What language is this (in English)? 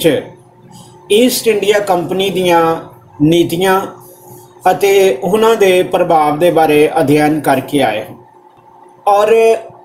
Punjabi